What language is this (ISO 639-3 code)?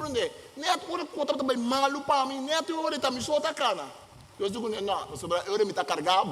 pap